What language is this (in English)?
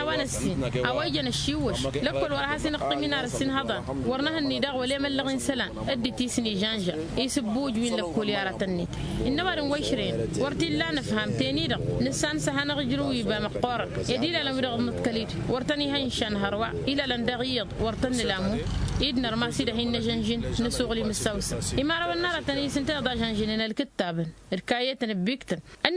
Tamasheq